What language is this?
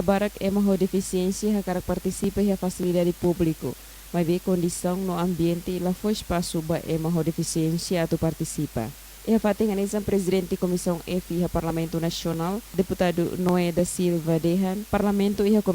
Tetum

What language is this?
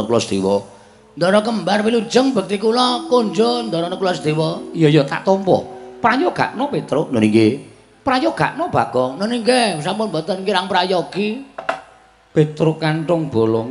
Javanese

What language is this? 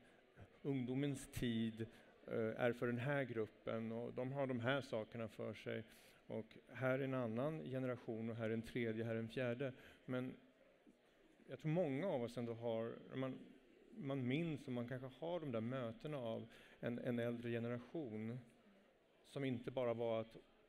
Swedish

